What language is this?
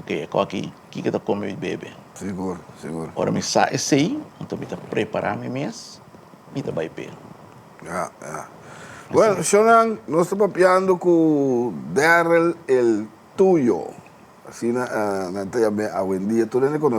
Papiamento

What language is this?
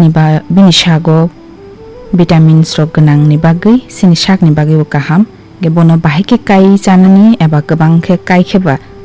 Kok Borok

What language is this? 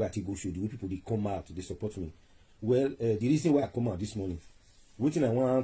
Nigerian Pidgin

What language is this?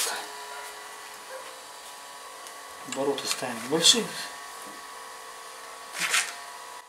Russian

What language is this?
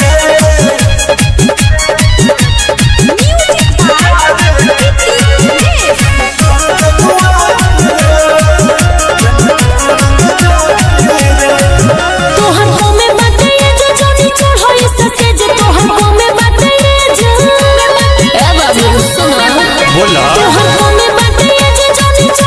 Bhojpuri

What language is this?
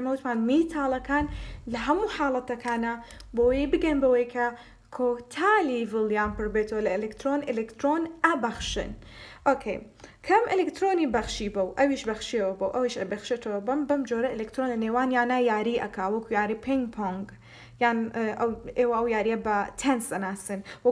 Central Kurdish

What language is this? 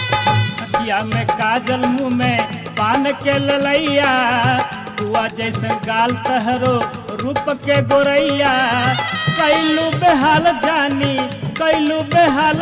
Bhojpuri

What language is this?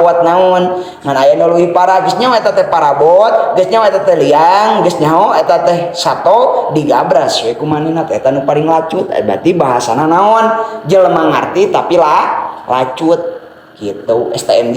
Sundanese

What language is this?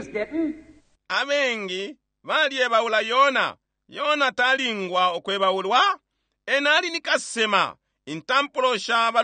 Bemba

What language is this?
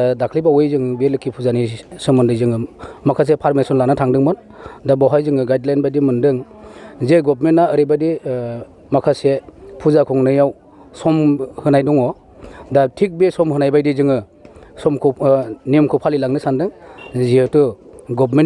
Bodo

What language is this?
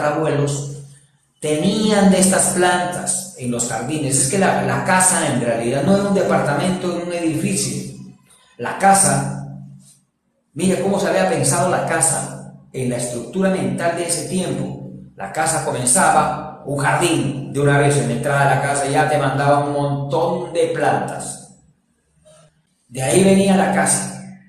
Spanish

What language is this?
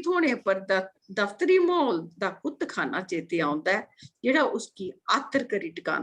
Dogri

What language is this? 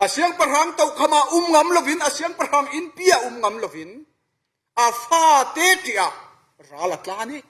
Falam Chin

